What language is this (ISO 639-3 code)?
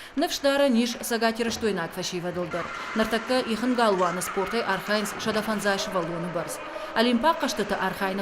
oss